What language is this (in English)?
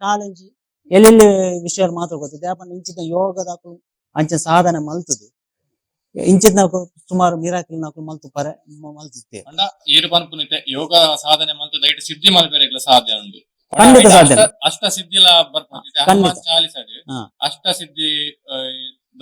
Tulu